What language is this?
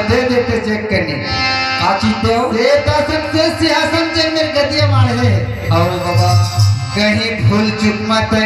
Chhattisgarhi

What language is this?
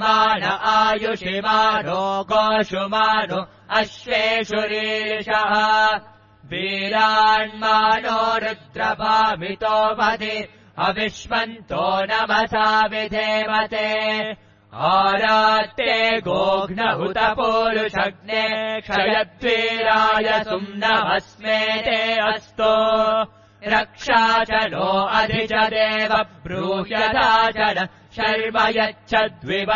Sanskrit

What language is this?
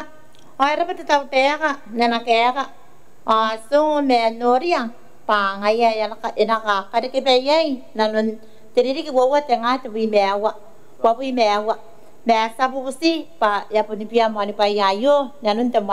Gilbertese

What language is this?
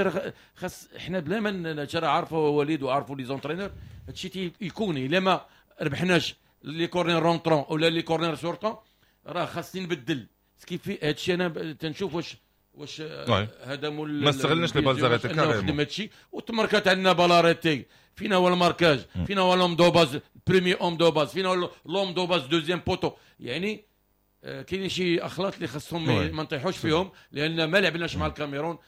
Moroccan Arabic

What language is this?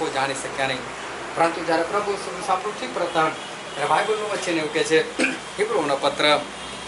Gujarati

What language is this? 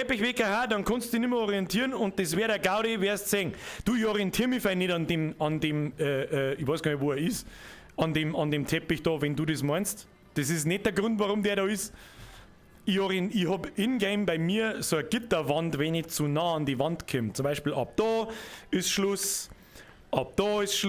Bavarian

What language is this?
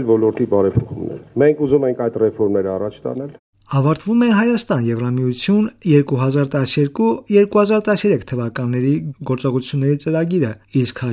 Armenian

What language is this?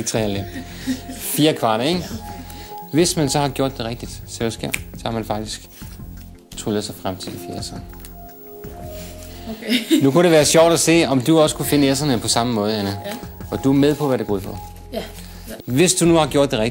Danish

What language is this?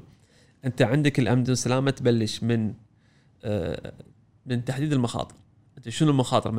Gulf Arabic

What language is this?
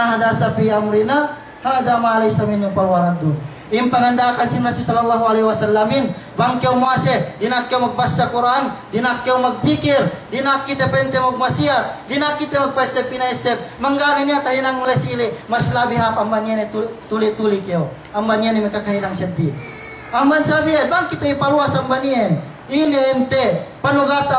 Yakan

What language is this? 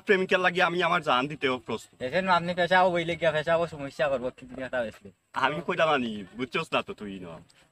Sylheti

